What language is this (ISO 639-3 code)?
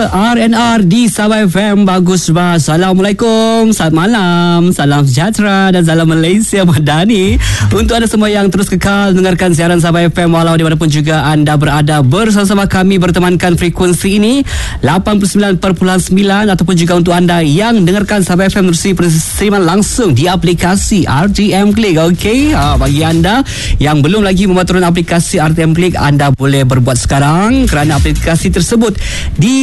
msa